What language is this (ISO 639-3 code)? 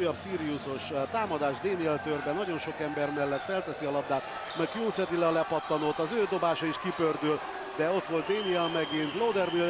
hun